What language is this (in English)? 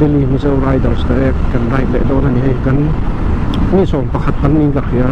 Mizo